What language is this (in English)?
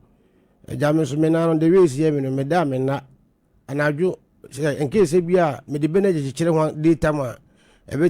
Akan